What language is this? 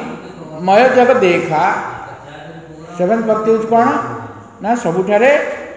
Odia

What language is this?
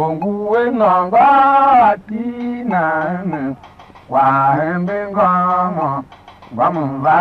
Tiv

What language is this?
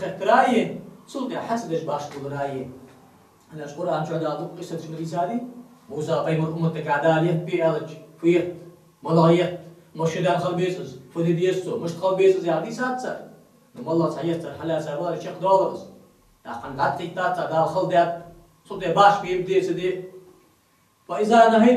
Ingush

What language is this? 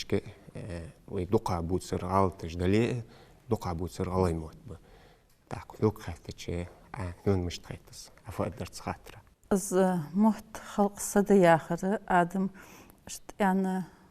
Ingush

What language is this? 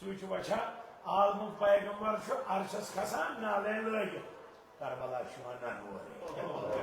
Kashmiri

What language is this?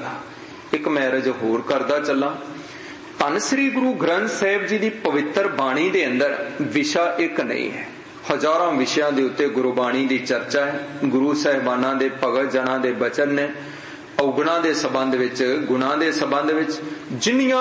Punjabi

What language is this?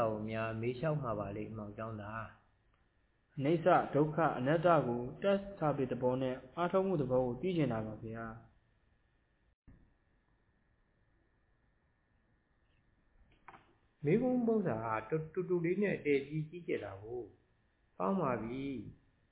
Burmese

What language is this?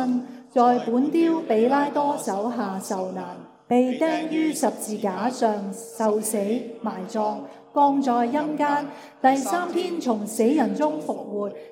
Cantonese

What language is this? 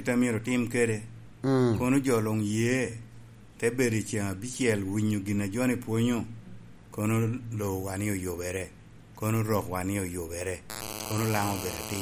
Lango (Uganda)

